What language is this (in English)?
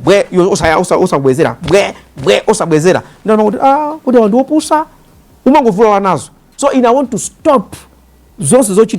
Nyanja